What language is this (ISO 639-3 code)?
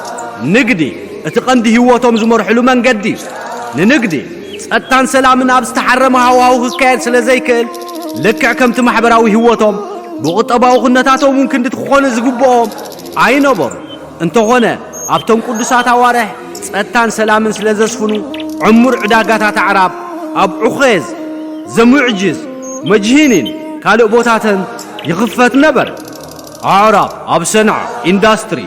tir